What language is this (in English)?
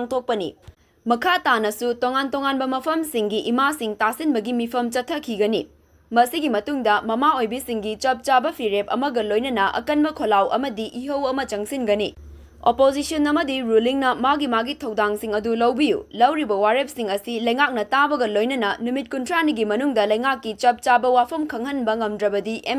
Manipuri